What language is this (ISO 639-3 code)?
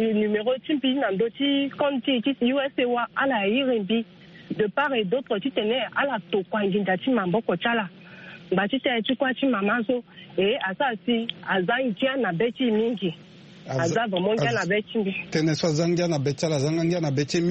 sag